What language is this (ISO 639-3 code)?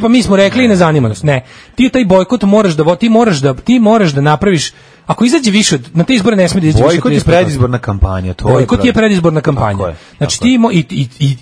srp